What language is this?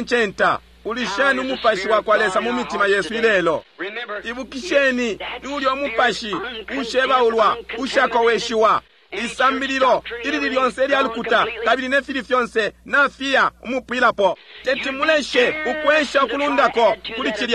Bemba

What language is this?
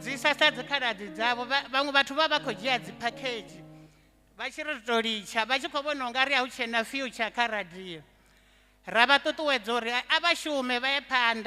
Venda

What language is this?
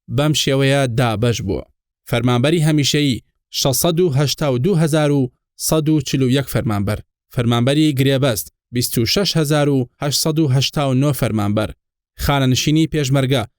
Central Kurdish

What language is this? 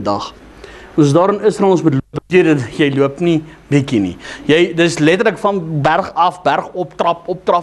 Afrikaans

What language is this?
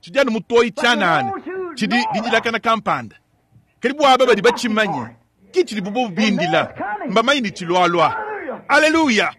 Luba-Lulua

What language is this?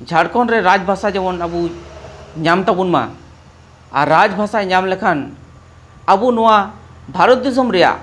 Santali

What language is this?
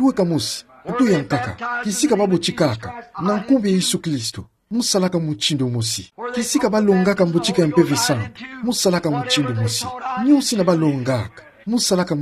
Kituba (Democratic Republic of Congo)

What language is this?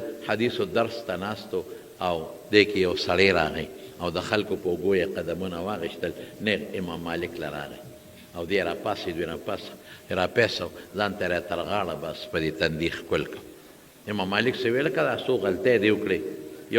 Pashto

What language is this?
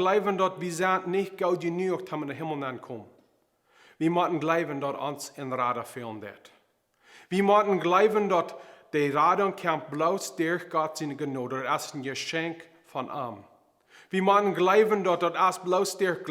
Plautdietsch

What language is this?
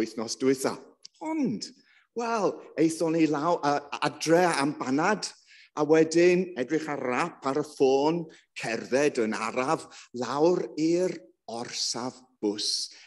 Welsh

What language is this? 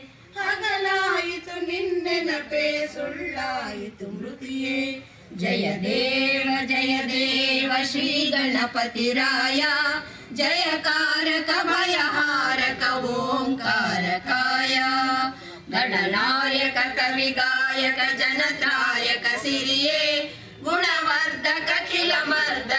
Kannada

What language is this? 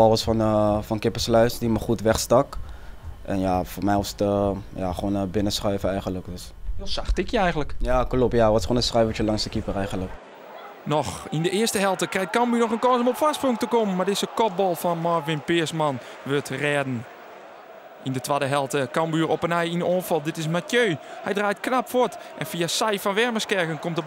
Western Frisian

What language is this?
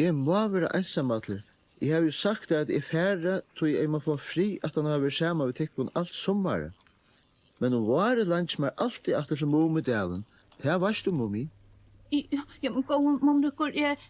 Faroese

